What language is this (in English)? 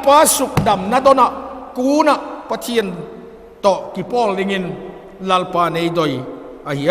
Vaiphei